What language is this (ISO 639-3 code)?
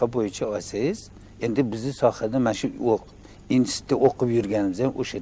uzb